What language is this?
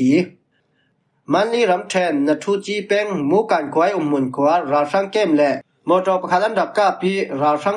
Falam Chin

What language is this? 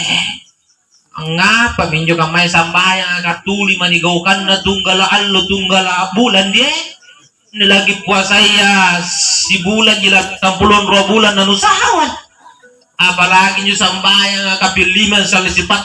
Makasar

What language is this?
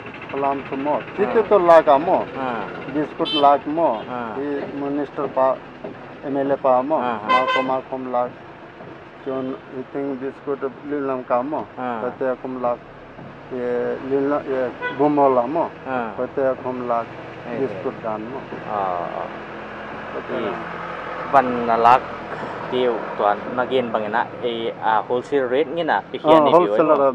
Paite Chin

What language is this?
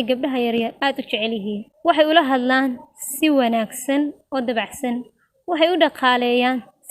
Somali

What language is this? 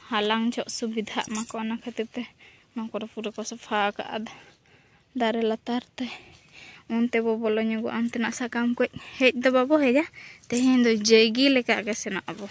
Santali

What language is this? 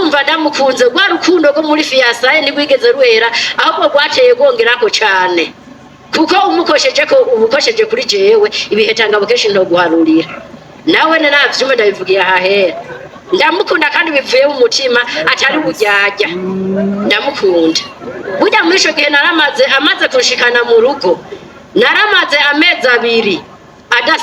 Rundi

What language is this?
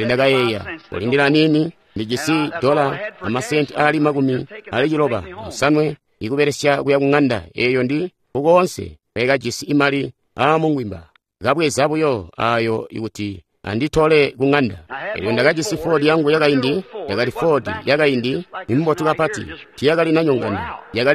Tonga (Zambia)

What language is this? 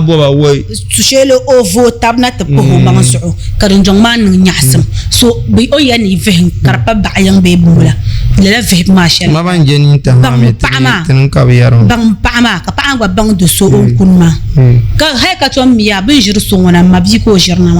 Dagbani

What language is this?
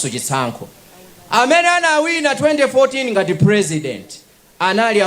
Nyanja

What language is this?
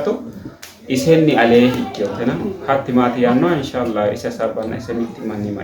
Sidamo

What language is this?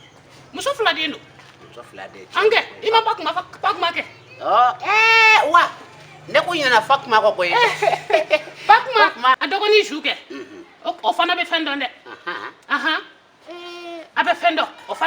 Bambara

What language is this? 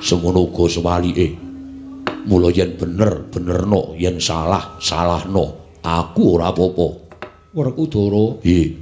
Javanese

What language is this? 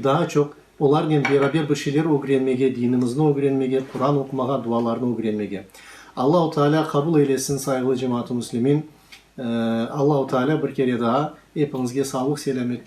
Crimean Tatar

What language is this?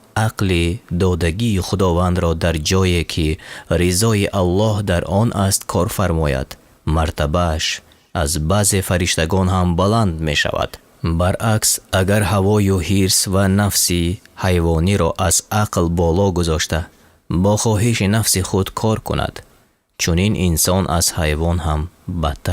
Tajik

